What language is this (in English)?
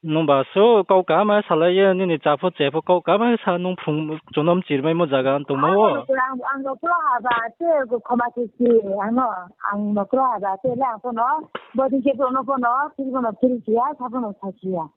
Riang (India)